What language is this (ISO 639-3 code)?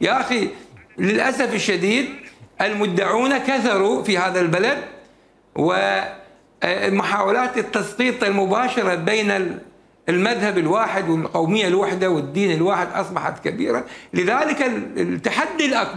acm